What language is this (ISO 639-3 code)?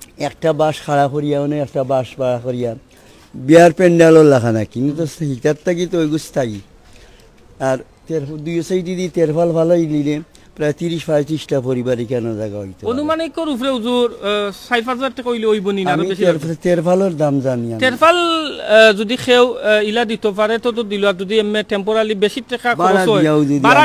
syl